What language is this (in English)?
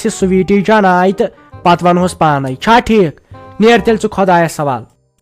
Kashmiri